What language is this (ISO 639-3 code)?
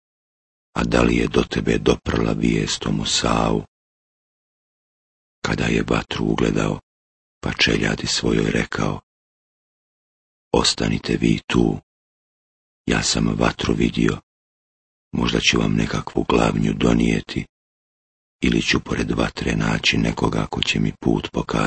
bos